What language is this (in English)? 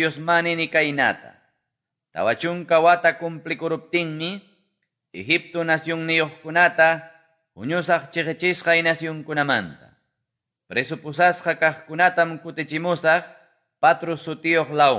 Quechua